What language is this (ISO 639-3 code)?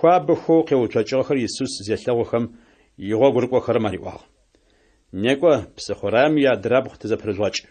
ady